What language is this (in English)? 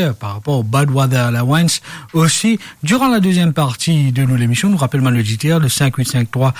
Morisyen